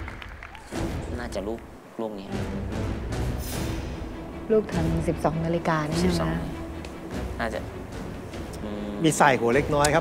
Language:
Thai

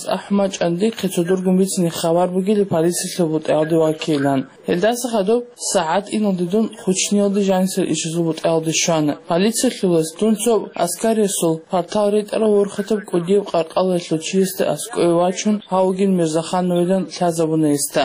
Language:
Avaric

